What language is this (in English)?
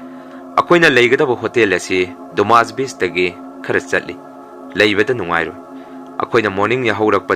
Manipuri